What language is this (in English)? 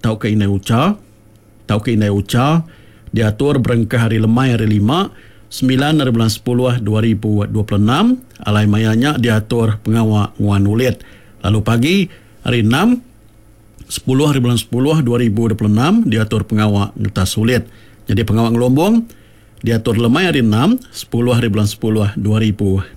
Iban